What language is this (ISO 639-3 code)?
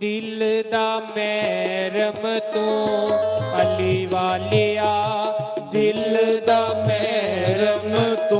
doi